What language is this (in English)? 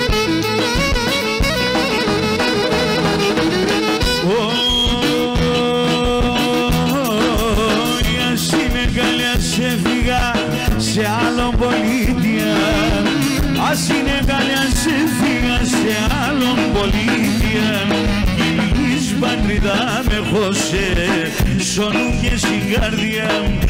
Greek